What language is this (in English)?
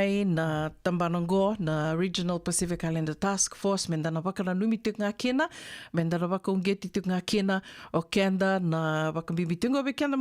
Fijian